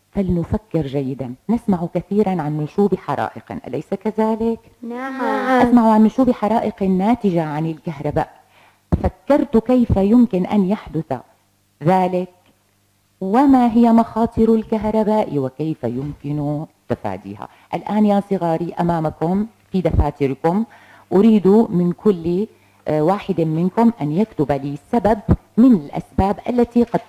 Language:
Arabic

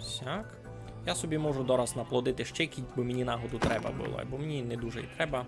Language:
Rusyn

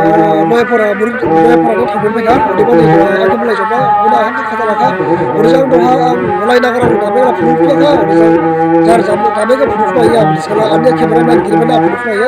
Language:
Dimasa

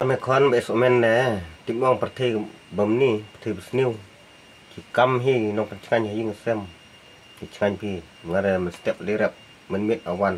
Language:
Khasi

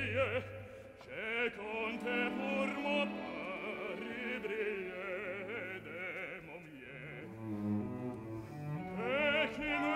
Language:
French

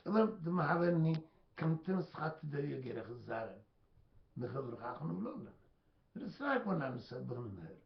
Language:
Tigrinya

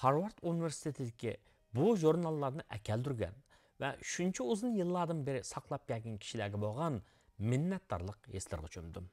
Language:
Uyghur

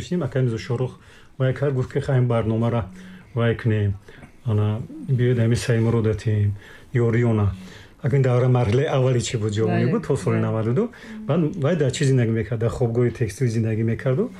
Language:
Tajik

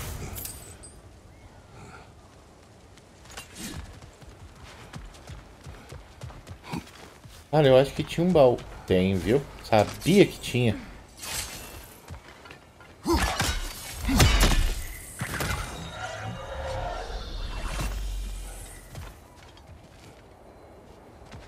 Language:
Portuguese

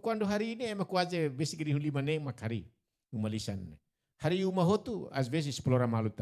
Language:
Tetum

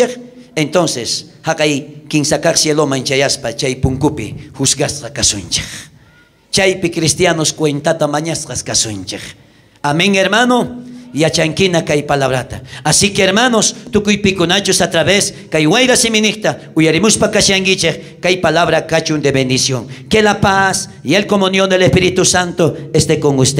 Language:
South Bolivian Quechua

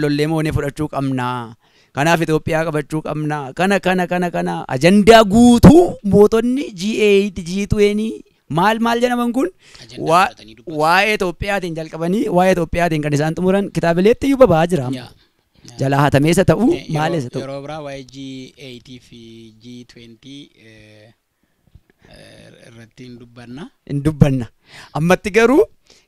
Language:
Oromo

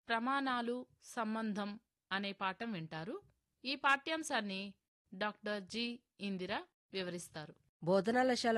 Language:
Telugu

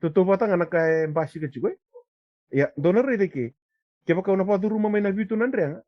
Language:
Fijian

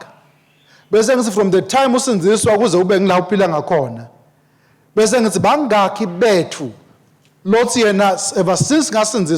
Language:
Swati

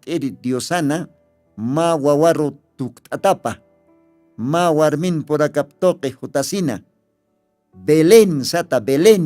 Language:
Aymara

